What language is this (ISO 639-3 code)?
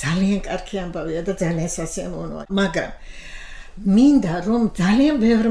kat